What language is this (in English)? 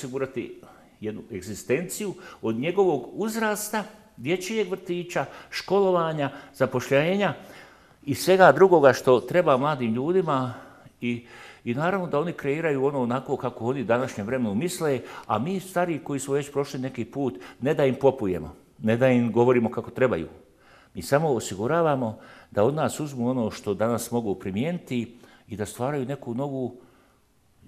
Bosnian